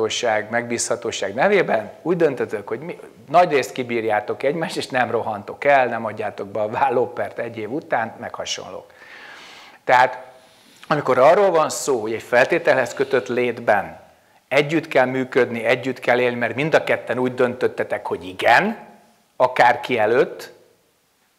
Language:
Hungarian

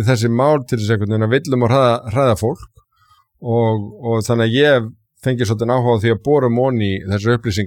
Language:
Icelandic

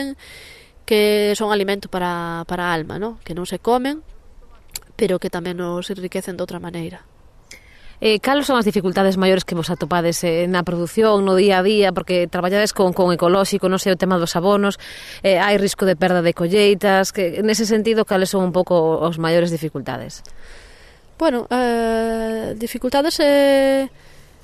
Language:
Galician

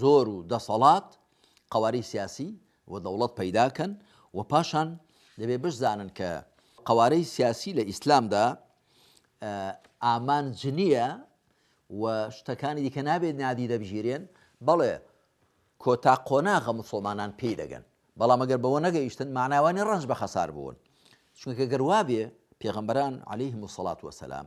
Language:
Central Kurdish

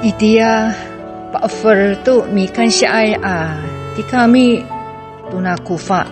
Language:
Amis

